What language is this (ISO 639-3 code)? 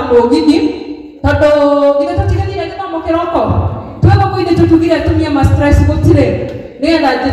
kik